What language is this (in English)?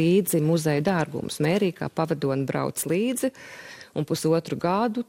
Latvian